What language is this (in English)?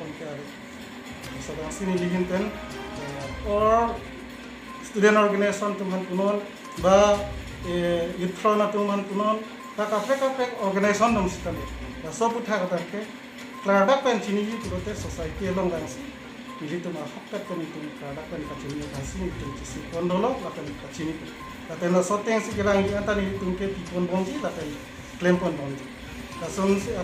Karbi